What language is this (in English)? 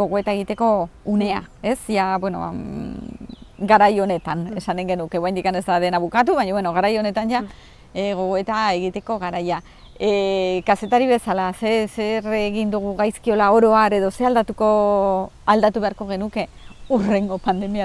Basque